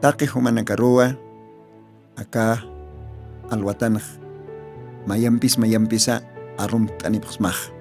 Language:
Aymara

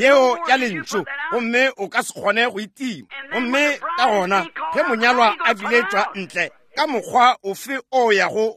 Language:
Northern Sotho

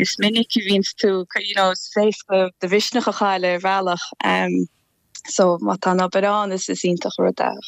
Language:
Irish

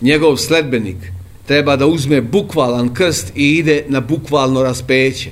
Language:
Serbian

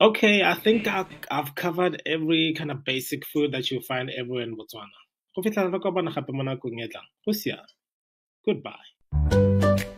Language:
Tswana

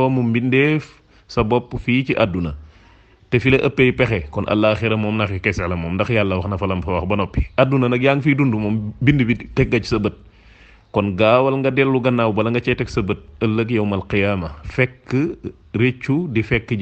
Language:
Wolof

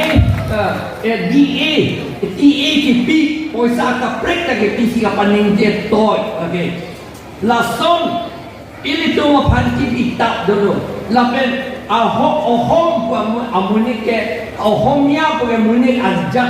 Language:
Karbi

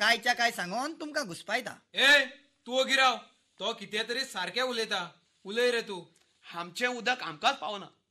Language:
Konkani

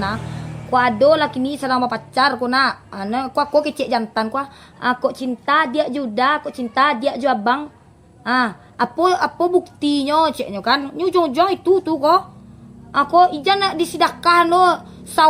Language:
Minangkabau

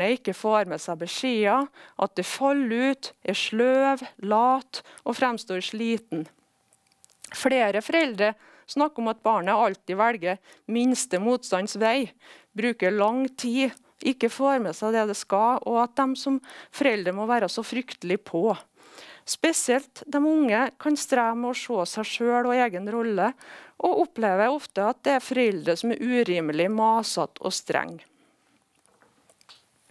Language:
Norwegian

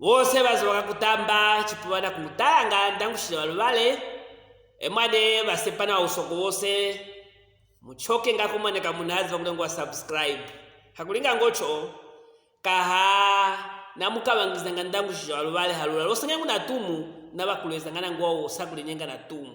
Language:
Luvale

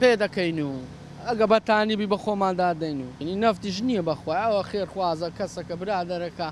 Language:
Central Kurdish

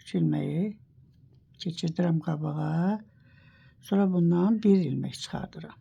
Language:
Azerbaijani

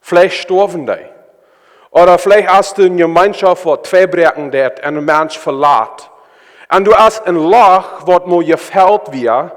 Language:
Plautdietsch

